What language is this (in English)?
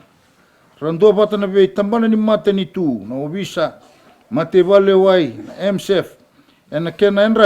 Fijian